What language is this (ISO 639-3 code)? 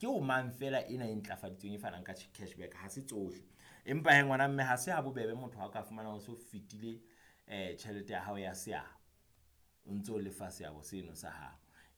sot